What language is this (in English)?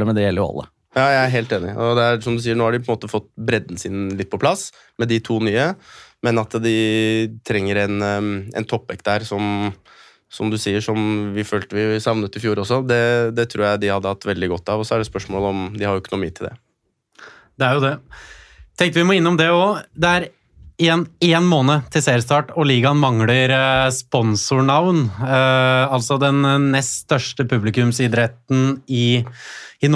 Norwegian